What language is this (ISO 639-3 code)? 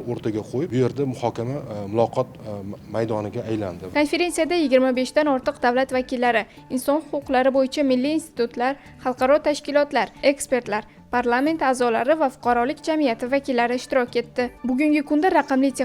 uzb